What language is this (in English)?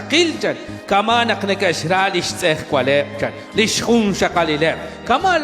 Kekchí